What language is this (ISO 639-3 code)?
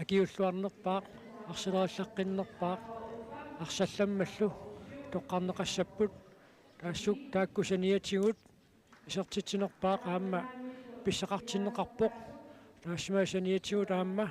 kal